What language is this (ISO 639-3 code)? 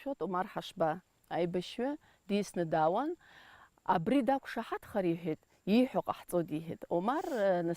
abk